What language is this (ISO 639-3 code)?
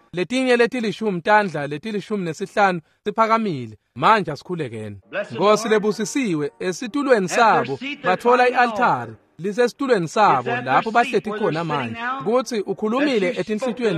ssw